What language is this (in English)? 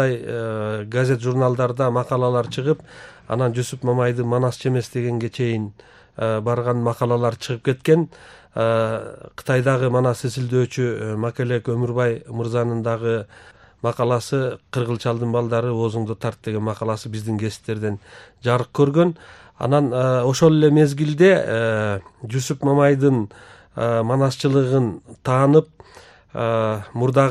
Kyrgyz